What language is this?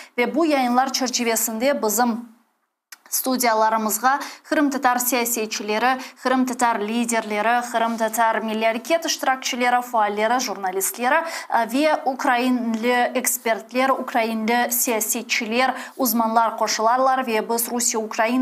Crimean Tatar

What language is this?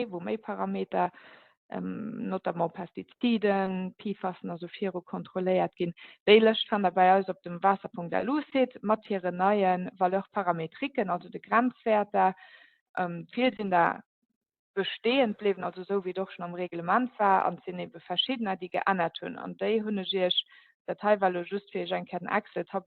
Luxembourgish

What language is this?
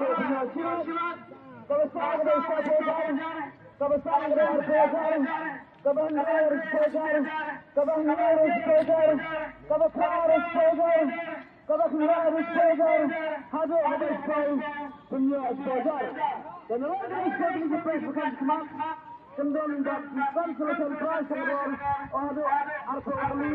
Khasi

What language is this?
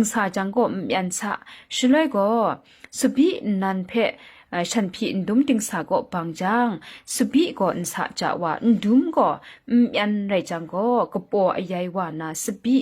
Kachin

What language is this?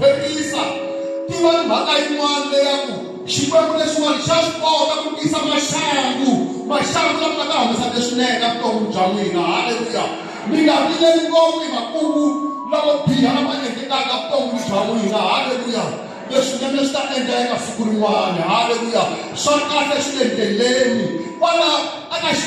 Tsonga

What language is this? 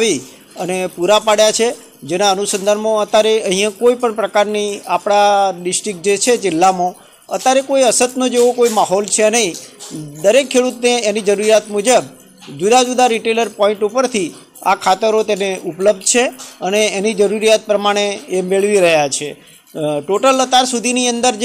Gujarati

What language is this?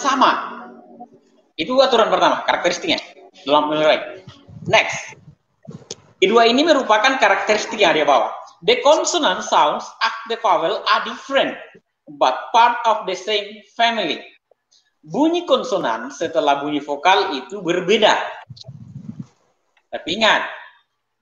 Indonesian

